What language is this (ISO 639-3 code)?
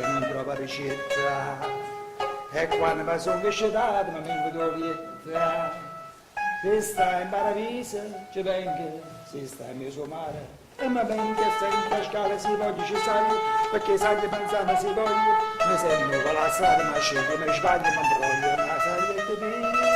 nap